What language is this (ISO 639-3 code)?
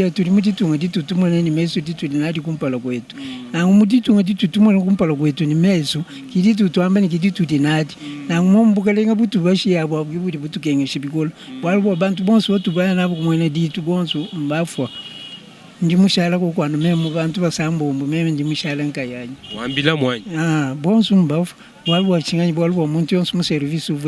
lua